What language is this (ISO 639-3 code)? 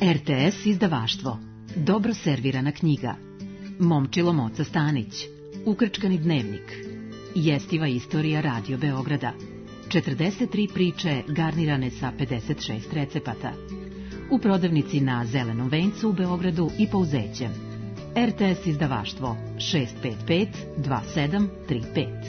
srp